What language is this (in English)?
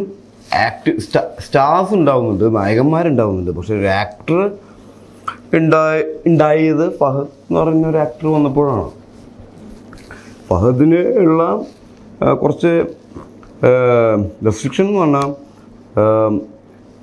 Malayalam